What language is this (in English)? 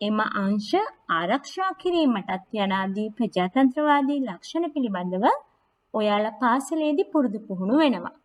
Sinhala